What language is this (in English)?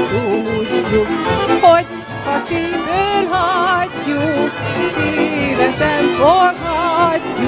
Hungarian